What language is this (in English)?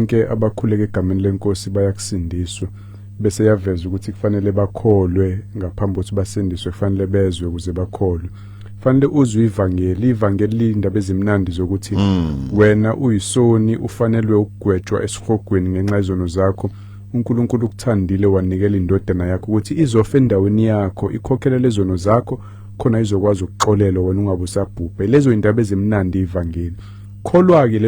Zulu